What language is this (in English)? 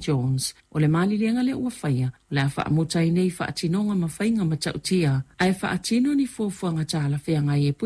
Samoan